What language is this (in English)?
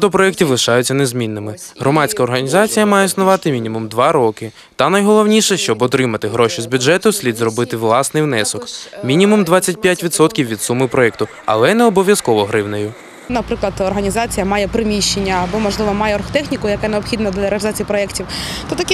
Ukrainian